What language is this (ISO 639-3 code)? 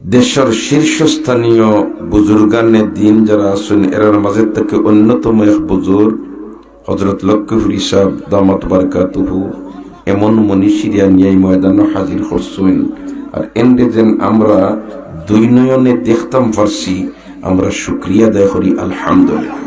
syl